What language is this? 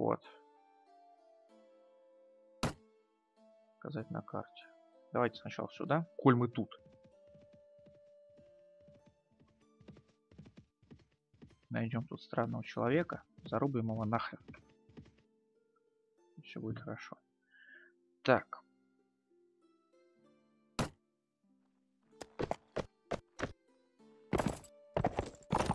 Russian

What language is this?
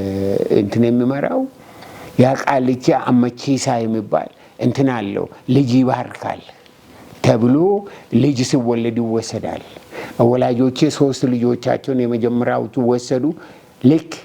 Amharic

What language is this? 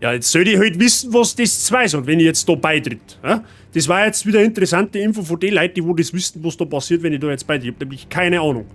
Bavarian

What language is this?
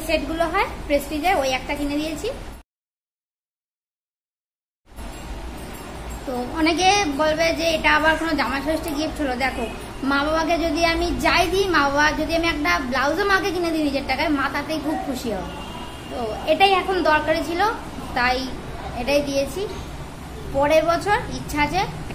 Bangla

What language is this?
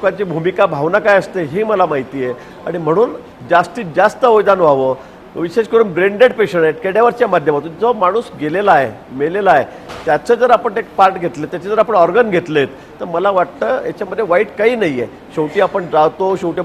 Marathi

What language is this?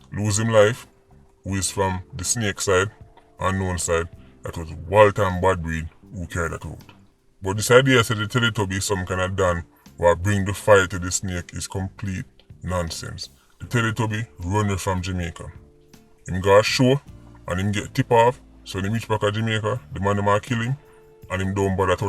Jamaican Creole English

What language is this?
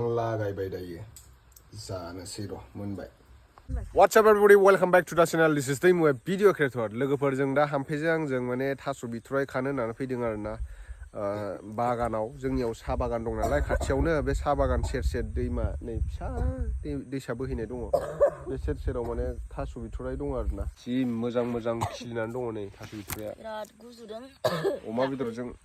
Bodo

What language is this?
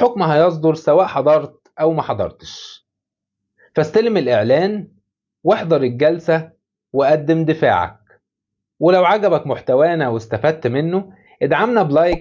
Egyptian Arabic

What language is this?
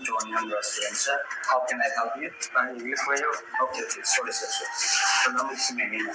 Kok Borok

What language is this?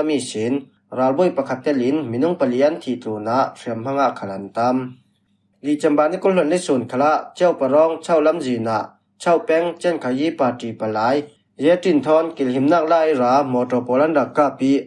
Falam Chin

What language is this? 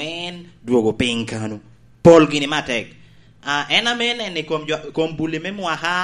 Lango (Uganda)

